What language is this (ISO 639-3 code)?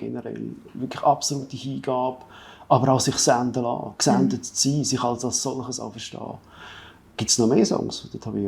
gsw